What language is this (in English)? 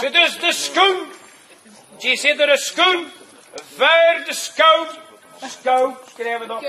Limburgish